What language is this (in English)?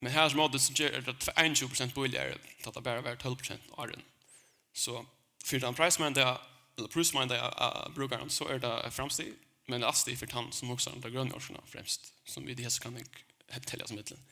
Faroese